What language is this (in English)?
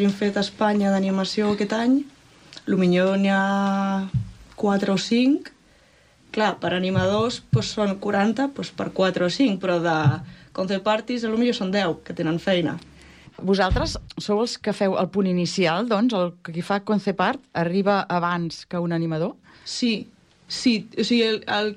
Catalan